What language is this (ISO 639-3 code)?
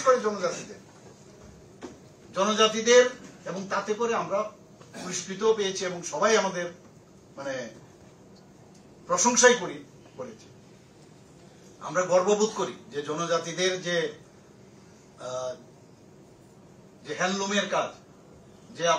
ben